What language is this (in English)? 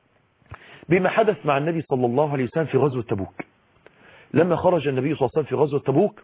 Arabic